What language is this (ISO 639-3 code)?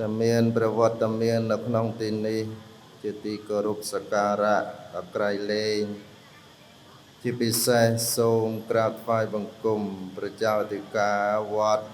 khm